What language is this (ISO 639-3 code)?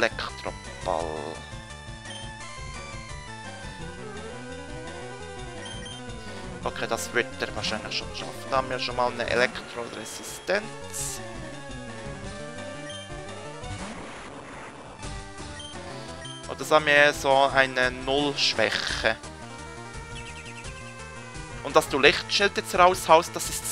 deu